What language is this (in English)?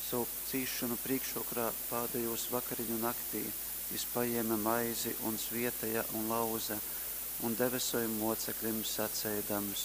Latgalian